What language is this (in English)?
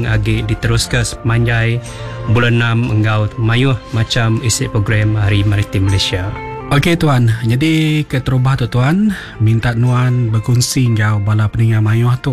Iban